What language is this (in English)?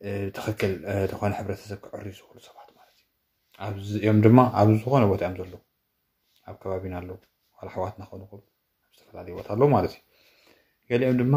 Tigrinya